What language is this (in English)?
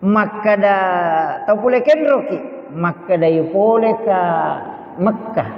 Buginese